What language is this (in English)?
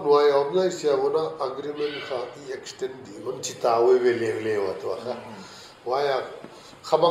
Paite Chin